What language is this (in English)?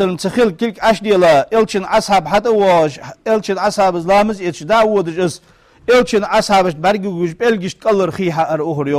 Ingush